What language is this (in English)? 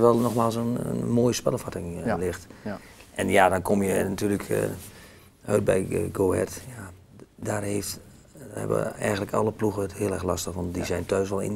Dutch